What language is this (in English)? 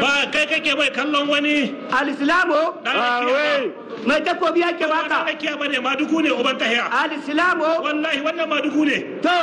Hausa